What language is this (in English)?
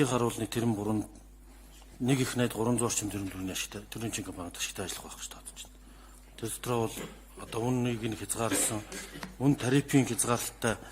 Mongolian